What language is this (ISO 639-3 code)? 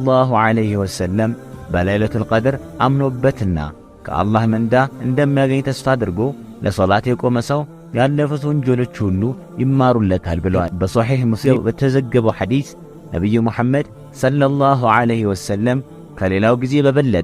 amh